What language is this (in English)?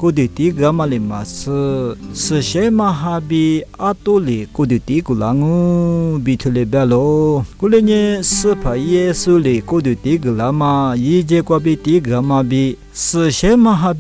Lisu